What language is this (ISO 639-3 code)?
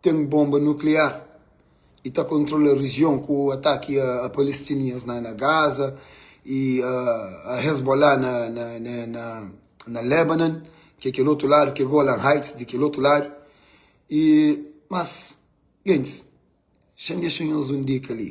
kea